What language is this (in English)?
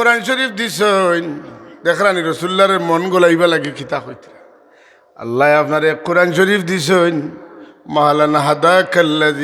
Sylheti